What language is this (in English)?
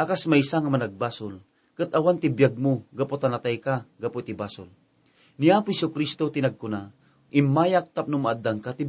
Iloko